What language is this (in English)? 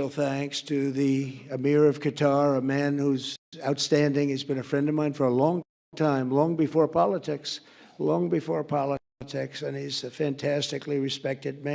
English